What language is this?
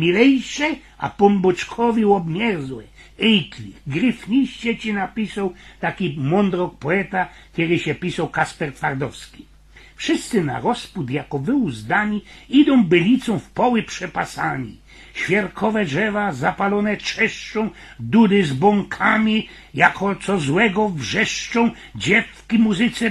Silesian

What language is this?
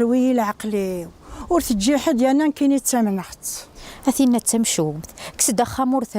Kabyle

